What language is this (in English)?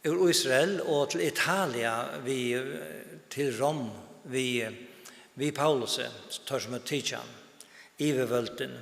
Faroese